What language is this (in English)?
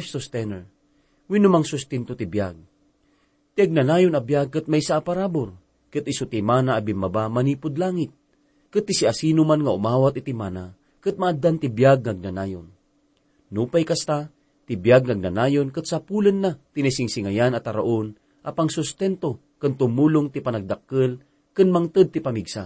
Iloko